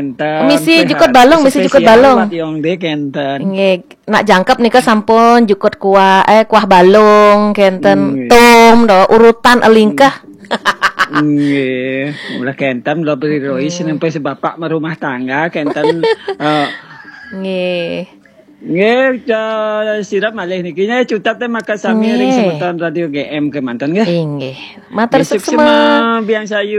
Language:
Balinese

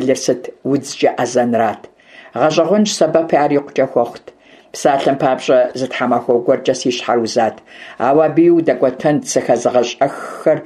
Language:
Kabardian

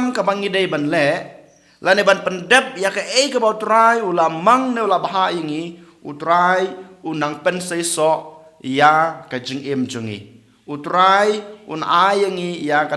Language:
Khasi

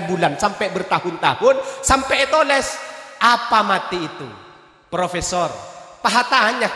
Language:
Madurese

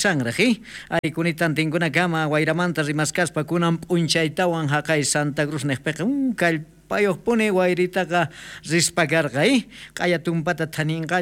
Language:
South Bolivian Quechua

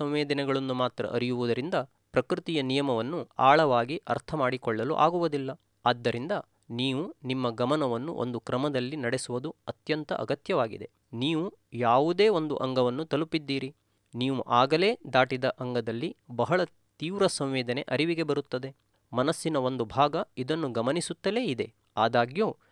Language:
Kannada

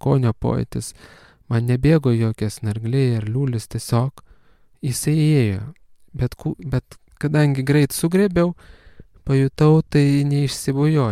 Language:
Lithuanian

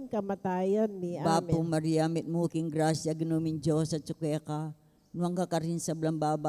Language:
Pampanga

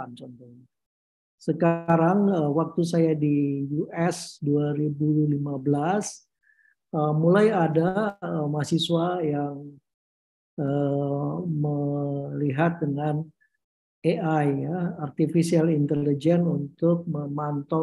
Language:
Indonesian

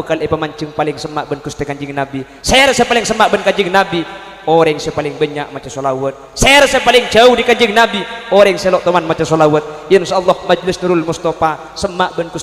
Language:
Madurese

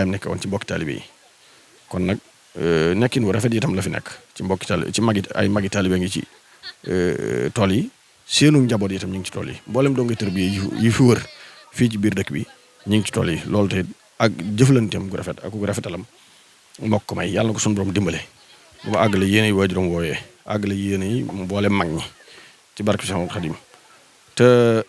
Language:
Wolof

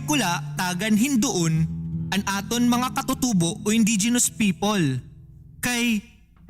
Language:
Waray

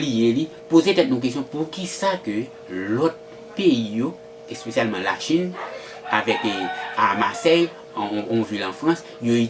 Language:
Haitian Creole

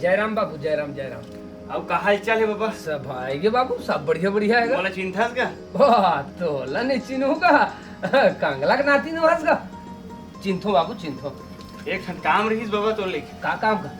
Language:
Chhattisgarhi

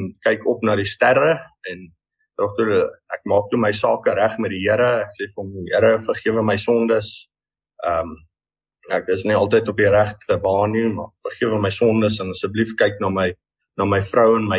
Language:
Afrikaans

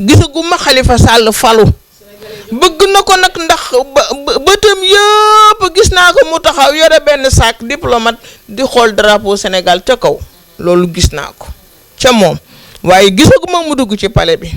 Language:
Wolof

